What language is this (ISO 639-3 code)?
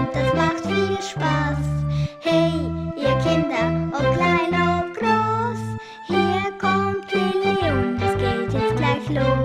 gsw